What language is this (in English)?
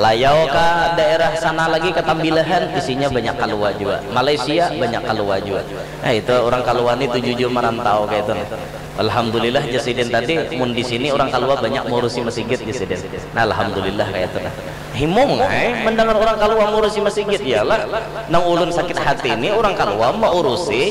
Banjar